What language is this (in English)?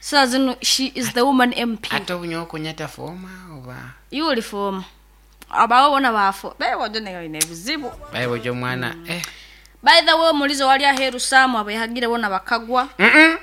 Nyankole